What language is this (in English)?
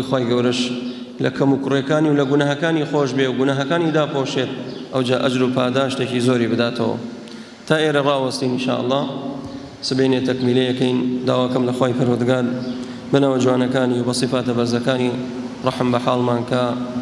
Central Kurdish